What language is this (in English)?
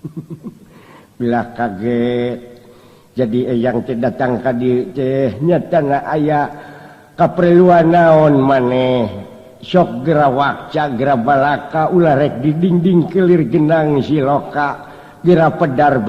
Sundanese